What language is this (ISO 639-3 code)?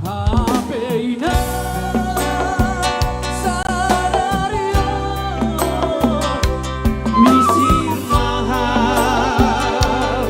bts